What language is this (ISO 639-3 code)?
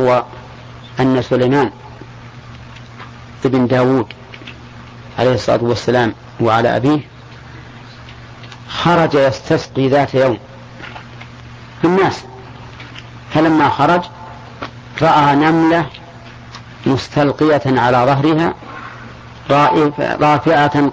ara